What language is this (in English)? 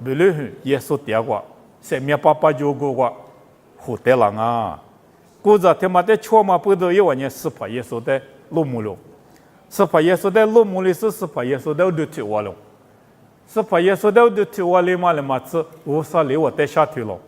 Lisu